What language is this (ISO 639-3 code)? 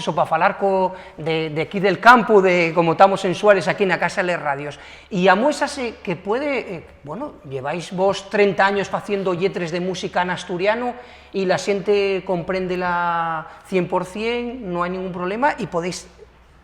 ast